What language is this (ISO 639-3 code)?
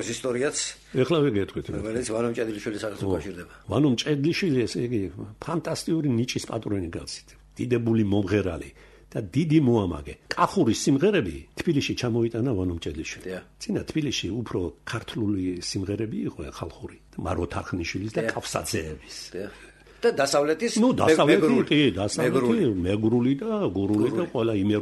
kat